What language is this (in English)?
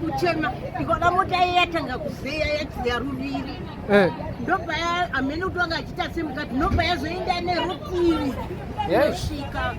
Shona